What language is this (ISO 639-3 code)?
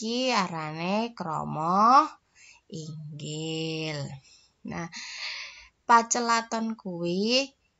jav